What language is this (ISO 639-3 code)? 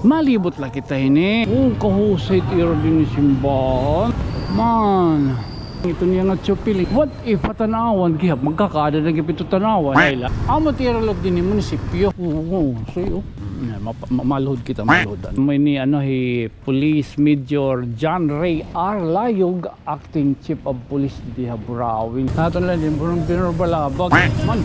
war